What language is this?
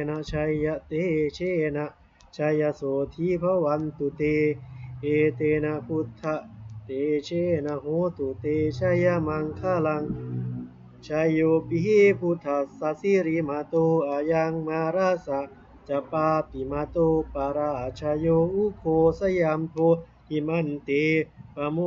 Pali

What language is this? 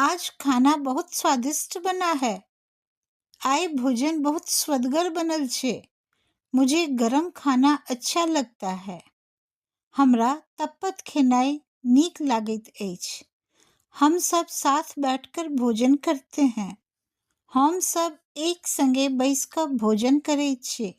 Maithili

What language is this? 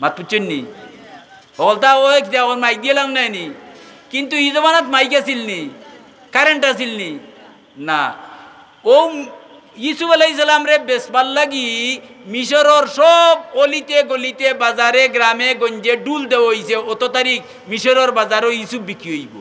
Sylheti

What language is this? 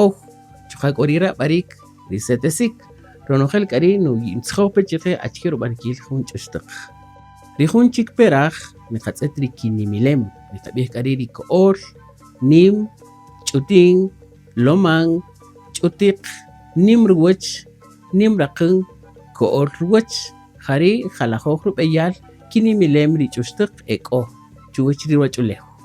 Kaqchikel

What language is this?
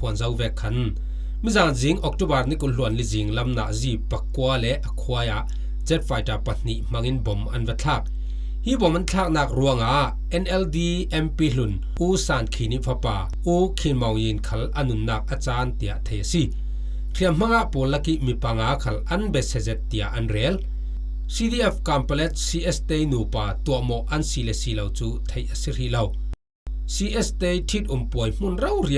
Falam Chin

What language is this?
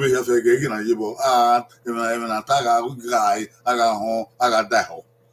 Bini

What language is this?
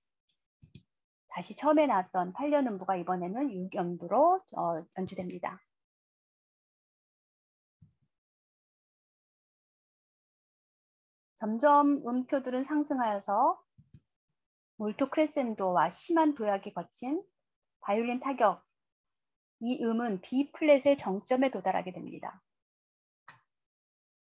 Korean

